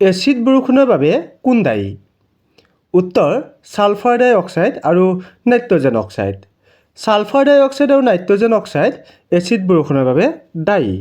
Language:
Assamese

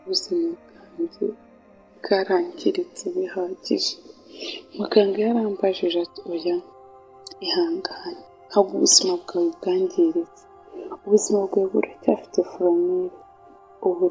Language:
Kinyarwanda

